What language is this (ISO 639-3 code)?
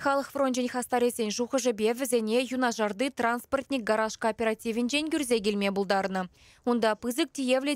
chv